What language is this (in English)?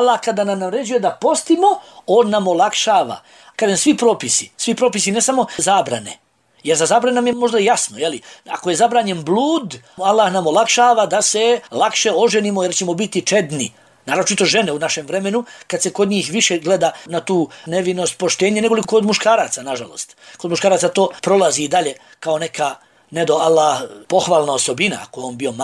Bosnian